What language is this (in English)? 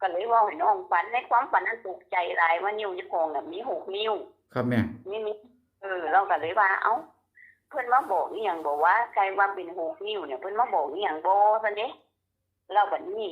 Northeastern Thai